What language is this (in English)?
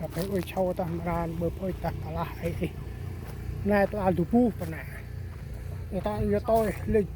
Central Mnong